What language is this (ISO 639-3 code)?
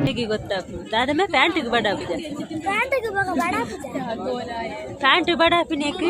tcy